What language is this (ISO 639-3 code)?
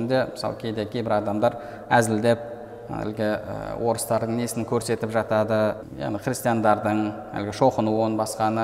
kaz